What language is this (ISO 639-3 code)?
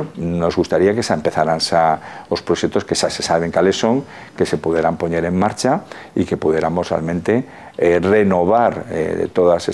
glg